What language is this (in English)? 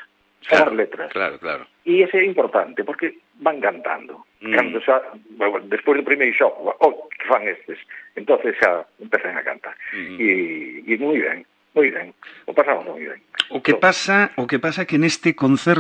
Galician